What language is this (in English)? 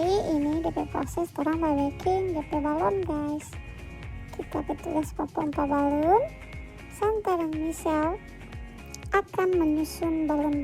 Manado Malay